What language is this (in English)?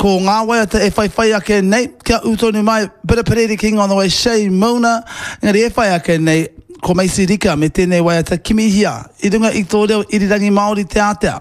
Māori